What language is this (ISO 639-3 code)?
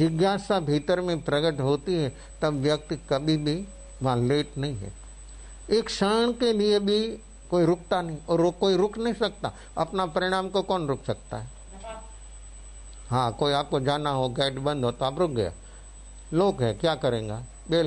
hin